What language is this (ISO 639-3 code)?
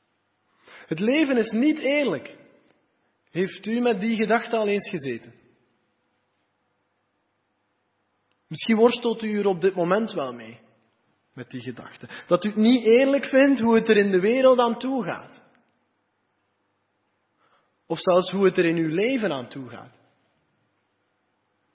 nld